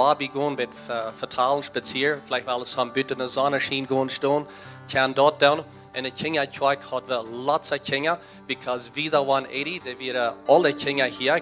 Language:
Plautdietsch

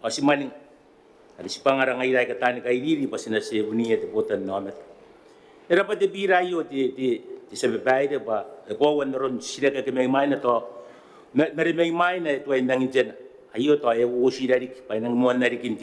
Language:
Gilbertese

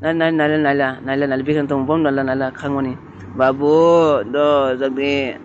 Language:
Kok Borok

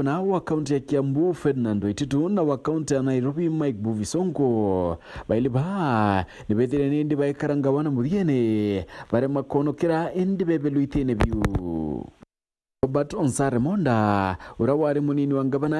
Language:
Meru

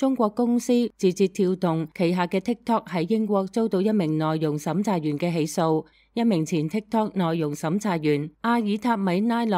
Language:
Cantonese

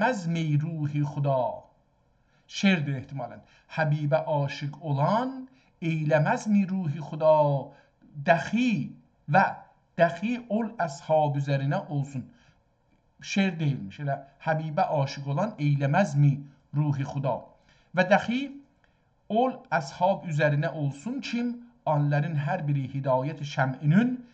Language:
South Azerbaijani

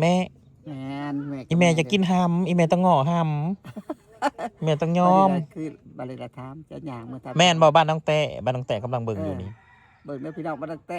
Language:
Northeastern Thai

